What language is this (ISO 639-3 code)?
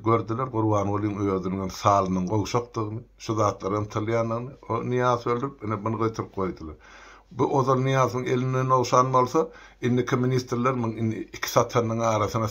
tuk